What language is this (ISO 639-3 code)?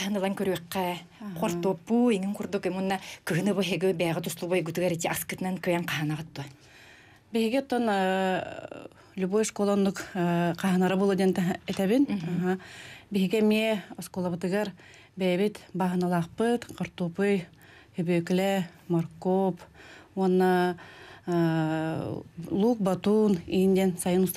sah